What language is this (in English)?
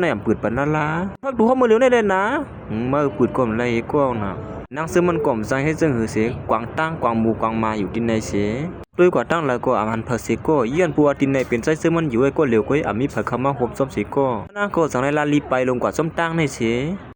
Shan